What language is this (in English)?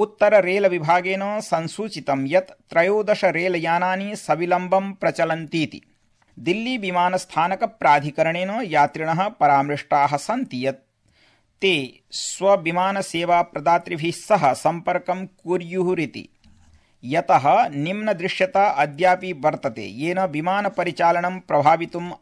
Sanskrit